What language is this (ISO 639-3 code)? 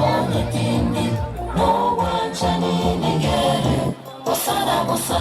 guz